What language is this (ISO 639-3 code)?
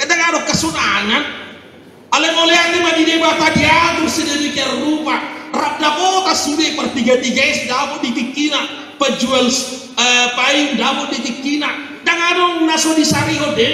bbc